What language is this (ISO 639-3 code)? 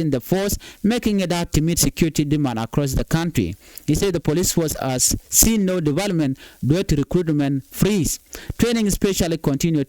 nus